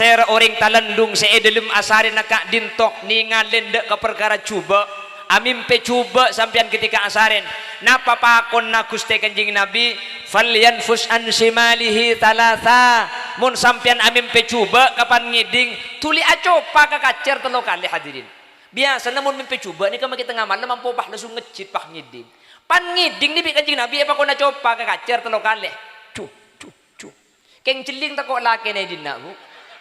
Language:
Madurese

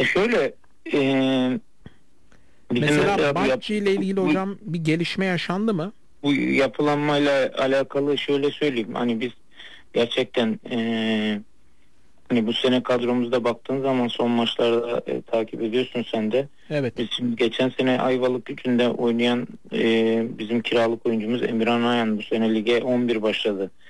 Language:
Turkish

